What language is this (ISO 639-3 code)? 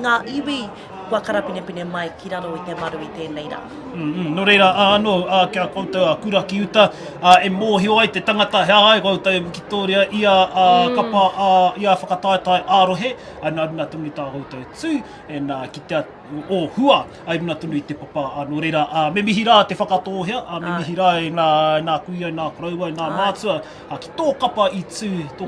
mri